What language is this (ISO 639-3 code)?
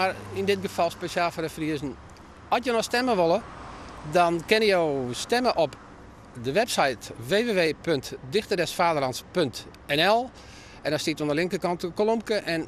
fry